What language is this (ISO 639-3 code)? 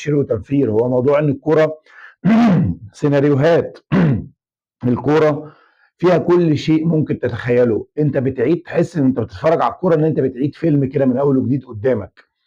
arz